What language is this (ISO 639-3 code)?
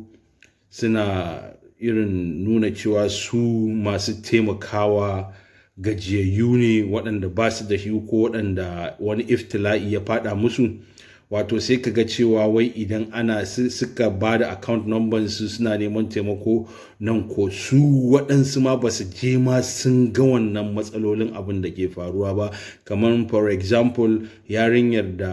hau